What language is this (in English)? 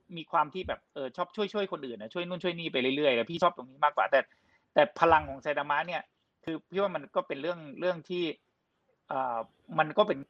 Thai